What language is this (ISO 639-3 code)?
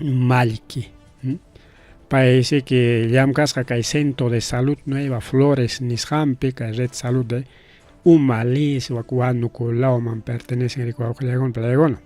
quy